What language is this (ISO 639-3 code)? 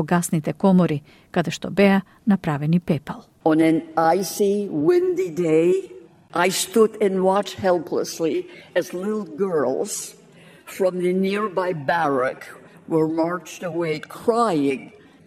mkd